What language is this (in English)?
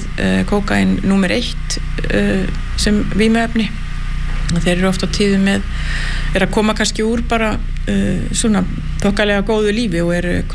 Icelandic